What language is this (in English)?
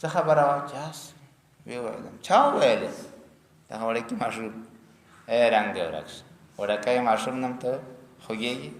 Pashto